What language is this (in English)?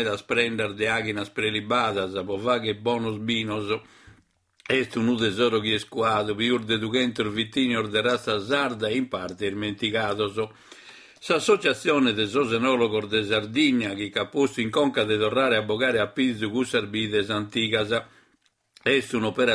Sardinian